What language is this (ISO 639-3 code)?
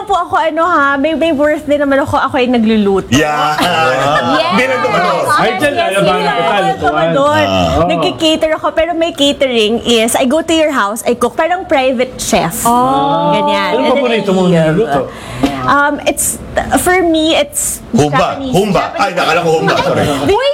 fil